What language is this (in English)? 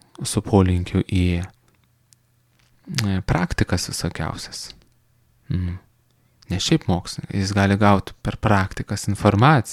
Lithuanian